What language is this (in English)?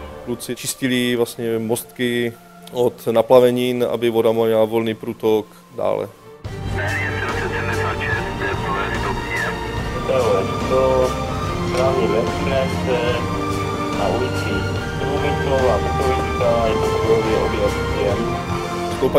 Czech